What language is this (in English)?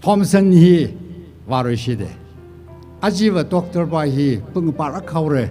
Tangkhul Naga (India)